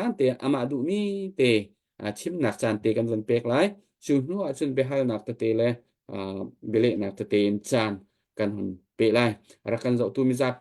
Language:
Hakha Chin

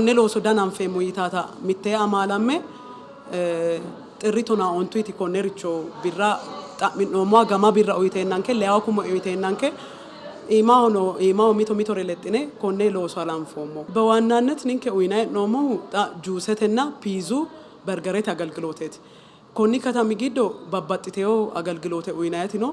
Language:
Sidamo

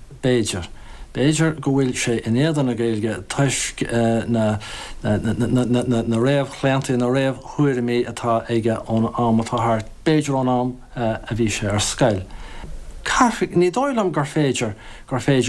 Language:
Irish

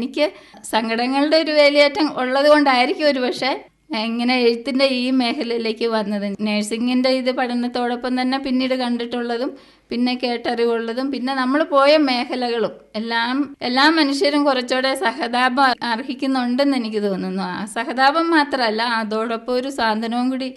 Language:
Malayalam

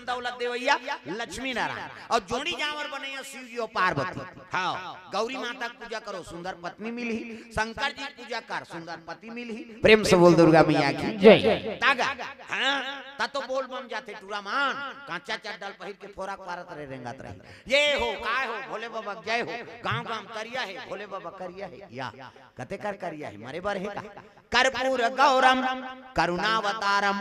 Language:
Chhattisgarhi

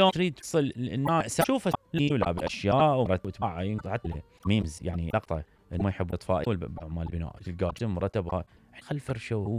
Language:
Mesopotamian Arabic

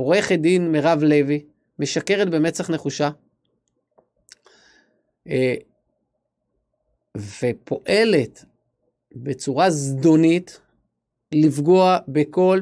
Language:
Hebrew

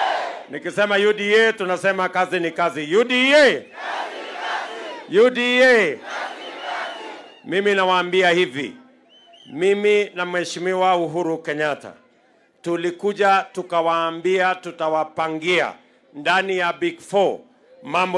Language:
Swahili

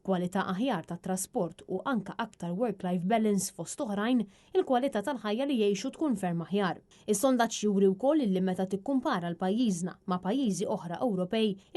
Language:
Maltese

